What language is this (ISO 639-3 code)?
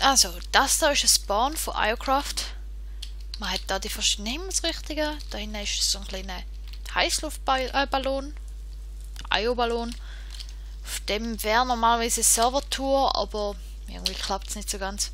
gsw